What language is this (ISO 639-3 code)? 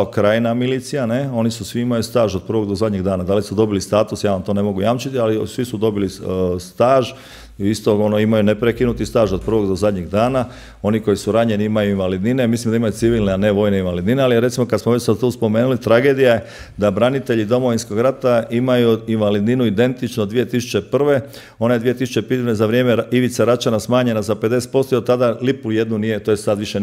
hrv